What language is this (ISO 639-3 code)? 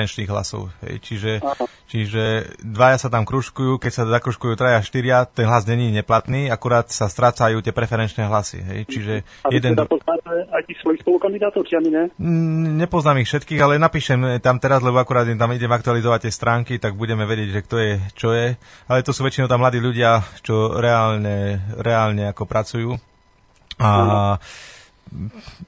slk